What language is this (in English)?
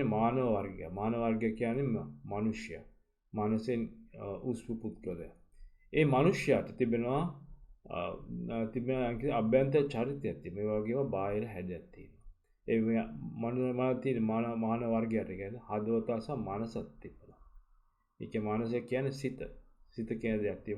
Sinhala